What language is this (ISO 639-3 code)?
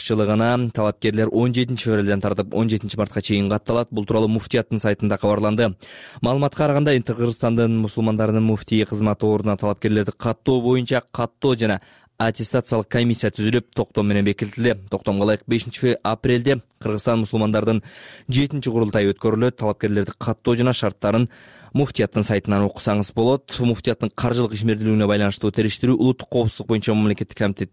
kir